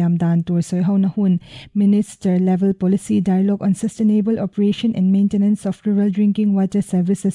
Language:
Mizo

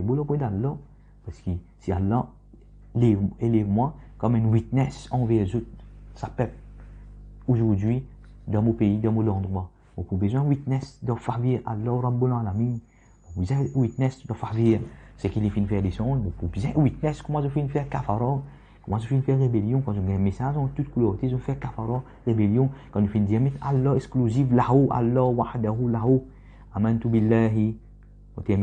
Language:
Morisyen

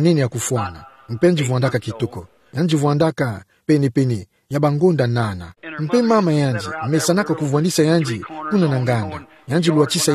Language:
Kituba (Democratic Republic of Congo)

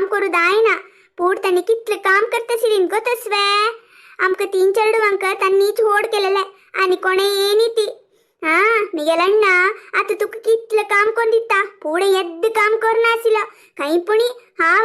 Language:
Konkani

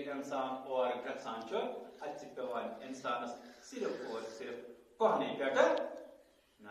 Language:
Kashmiri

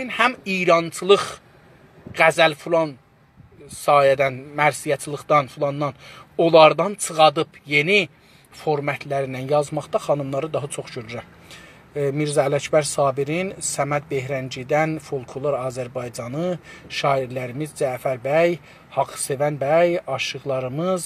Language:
South Azerbaijani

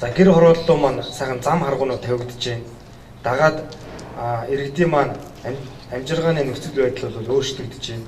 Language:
Mongolian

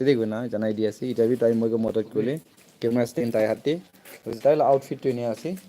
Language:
Naga Pidgin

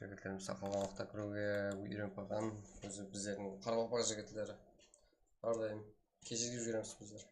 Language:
Kara-Kalpak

